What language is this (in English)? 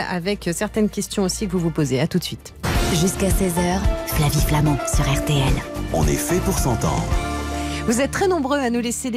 French